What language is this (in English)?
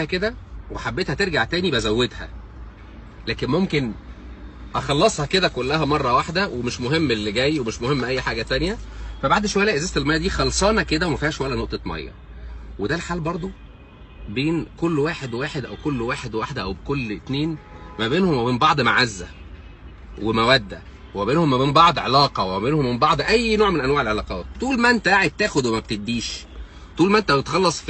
Egyptian Arabic